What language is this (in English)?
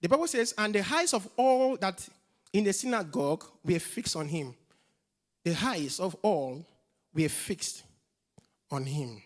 English